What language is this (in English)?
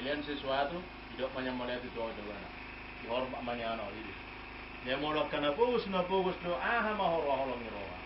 Batak Toba